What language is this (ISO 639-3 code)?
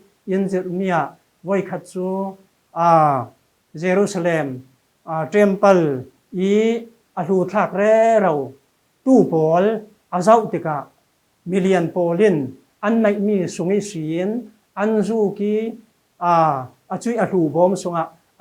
cfm